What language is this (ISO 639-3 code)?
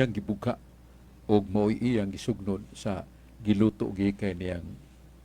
ceb